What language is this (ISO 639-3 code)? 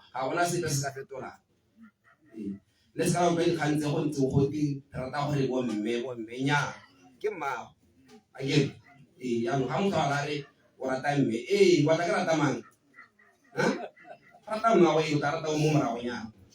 tsn